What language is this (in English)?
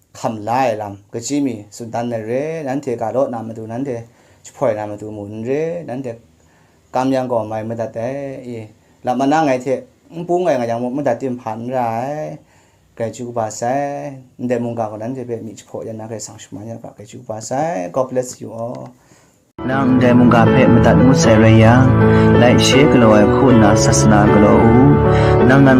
Kachin